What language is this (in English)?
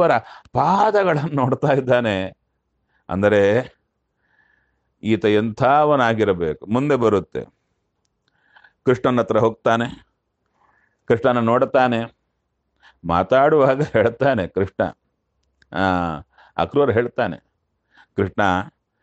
Kannada